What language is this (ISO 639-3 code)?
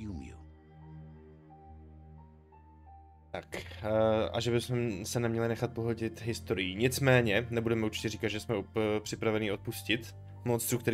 ces